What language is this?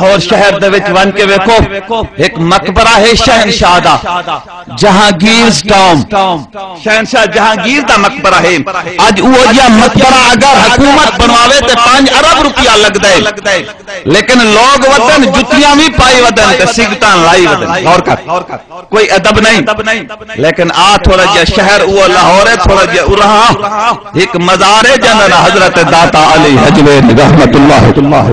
Saraiki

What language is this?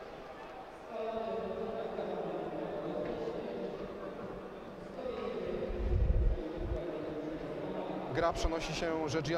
Polish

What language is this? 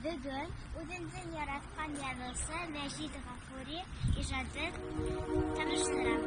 Bashkir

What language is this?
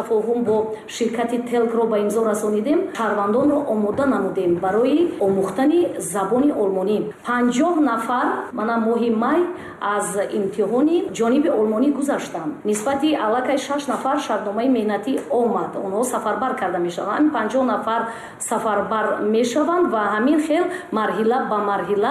Tajik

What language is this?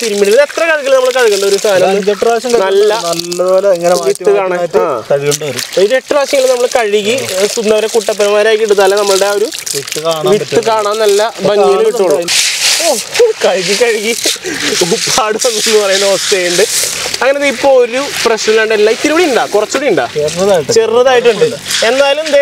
Malayalam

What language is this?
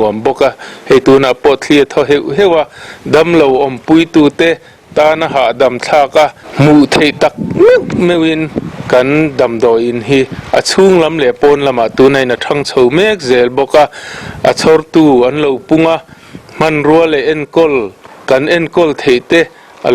Mizo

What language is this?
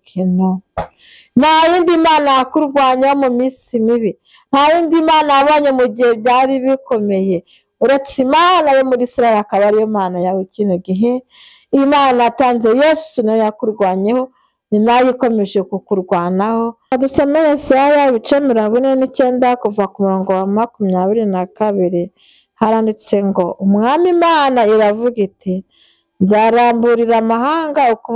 Kinyarwanda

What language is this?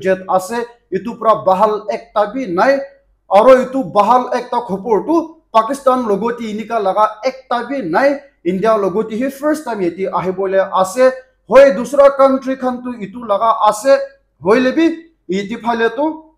Naga Pidgin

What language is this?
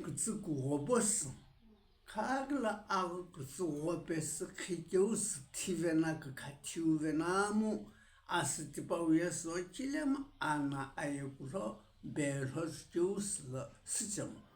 Sumi Naga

